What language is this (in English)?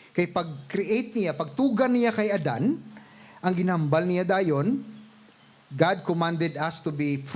Hiligaynon